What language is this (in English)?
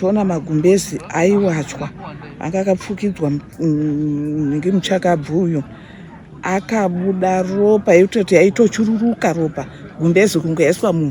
Shona